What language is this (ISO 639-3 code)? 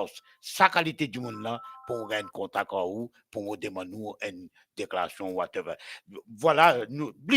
mfe